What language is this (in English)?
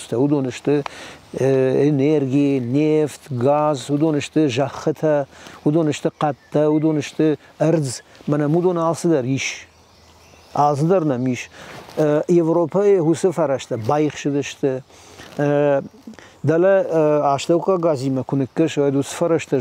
Ossetic